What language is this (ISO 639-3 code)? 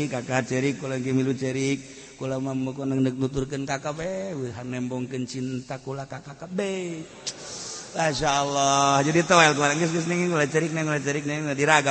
sun